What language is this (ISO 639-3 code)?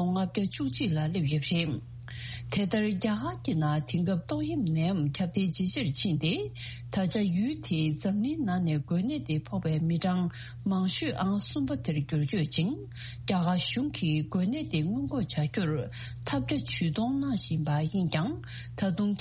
bod